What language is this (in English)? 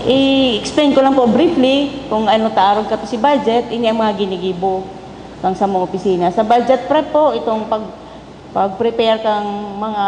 Bikol